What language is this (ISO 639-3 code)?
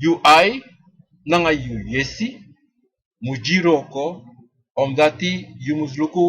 srn